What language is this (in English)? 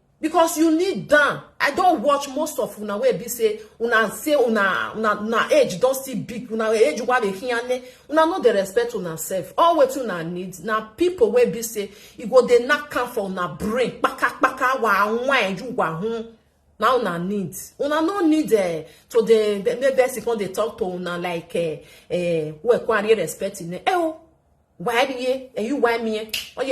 Nigerian Pidgin